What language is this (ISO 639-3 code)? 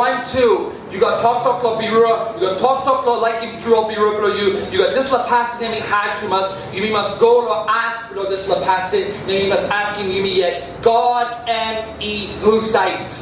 tpi